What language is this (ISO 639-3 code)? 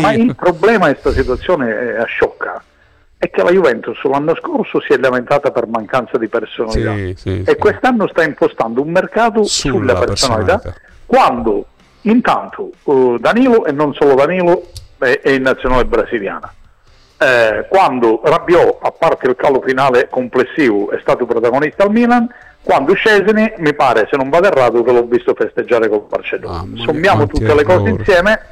ita